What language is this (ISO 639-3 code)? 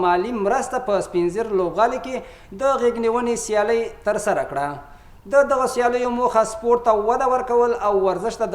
pus